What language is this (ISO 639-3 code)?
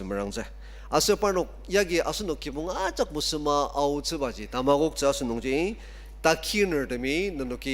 njo